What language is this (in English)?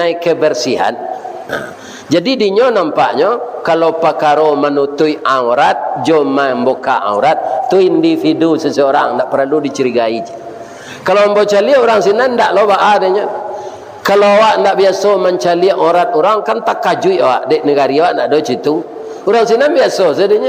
Minangkabau